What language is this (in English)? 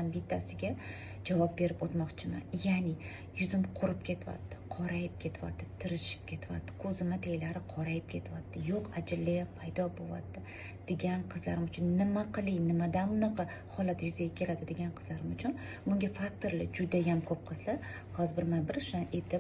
Uzbek